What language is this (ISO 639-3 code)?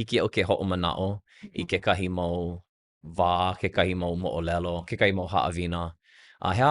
haw